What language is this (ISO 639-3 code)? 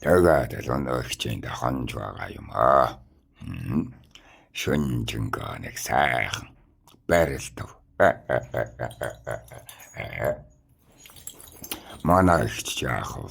mon